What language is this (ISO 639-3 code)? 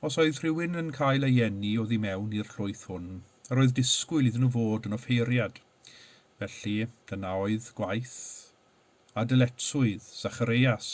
cym